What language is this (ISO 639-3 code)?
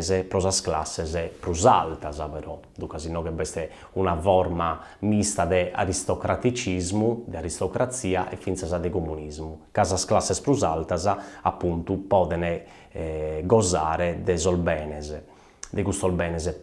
srd